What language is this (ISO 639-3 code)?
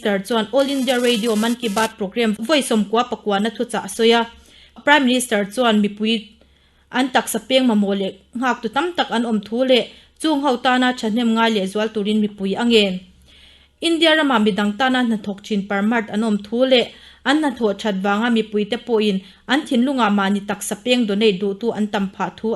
lus